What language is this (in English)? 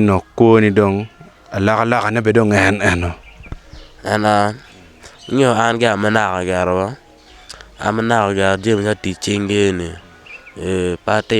Acoli